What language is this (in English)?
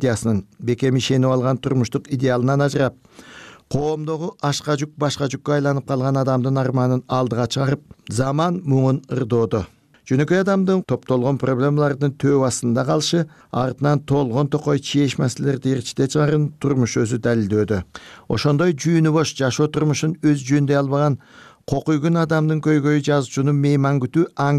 Kyrgyz